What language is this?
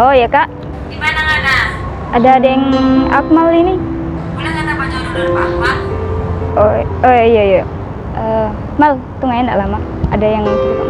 Manado Malay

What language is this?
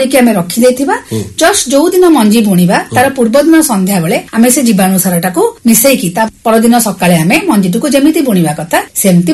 Odia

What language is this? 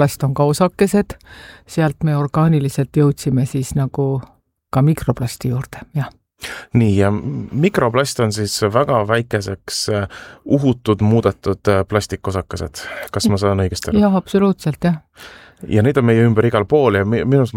Estonian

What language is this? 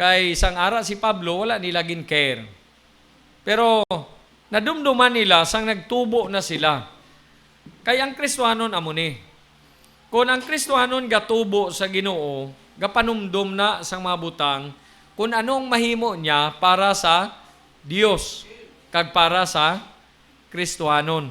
Hiligaynon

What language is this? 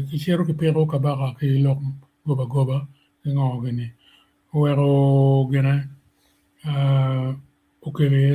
Acoli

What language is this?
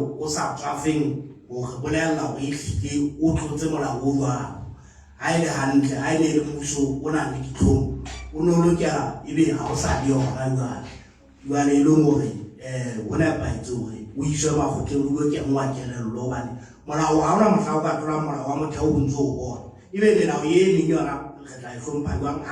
Southern Sotho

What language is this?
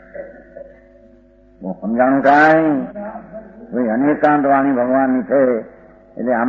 Gujarati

